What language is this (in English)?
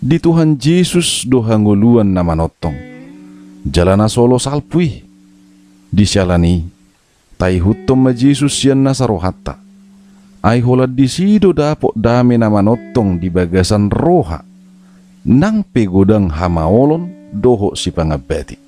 Batak Toba